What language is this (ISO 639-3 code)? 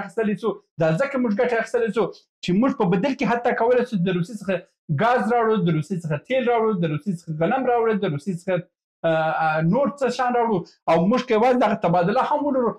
pus